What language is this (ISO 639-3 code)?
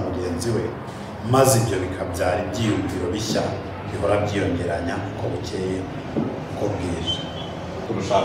kin